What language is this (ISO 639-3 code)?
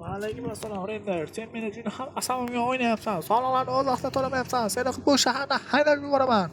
uzb